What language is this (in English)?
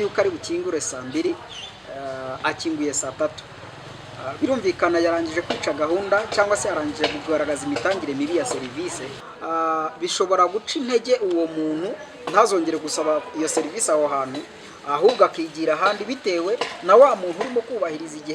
Kinyarwanda